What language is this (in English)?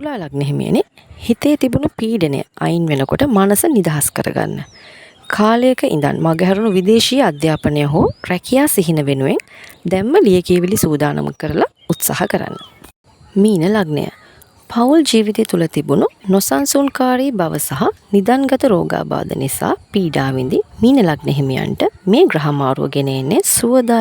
Sinhala